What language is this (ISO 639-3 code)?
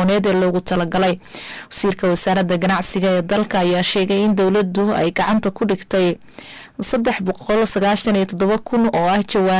som